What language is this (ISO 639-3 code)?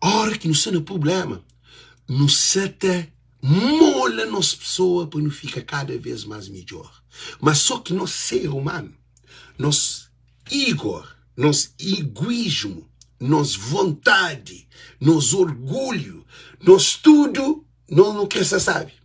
kea